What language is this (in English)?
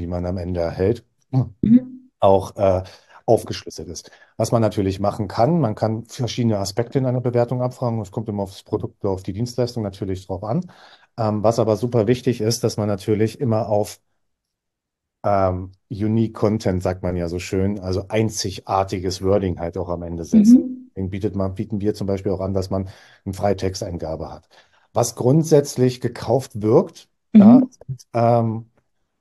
German